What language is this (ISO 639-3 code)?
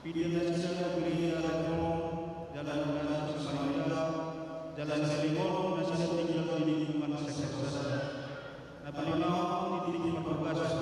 bbc